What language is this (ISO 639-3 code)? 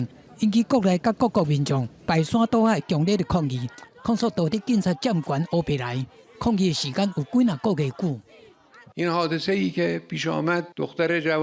nan